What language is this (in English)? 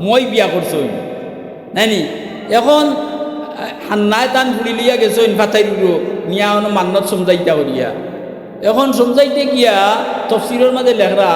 Sylheti